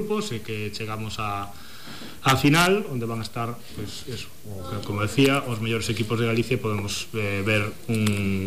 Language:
Galician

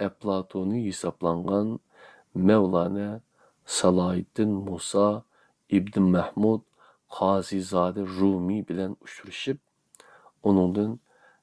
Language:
Uyghur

